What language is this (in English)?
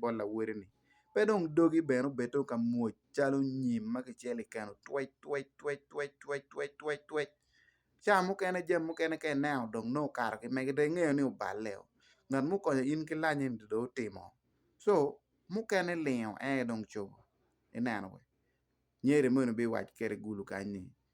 Acoli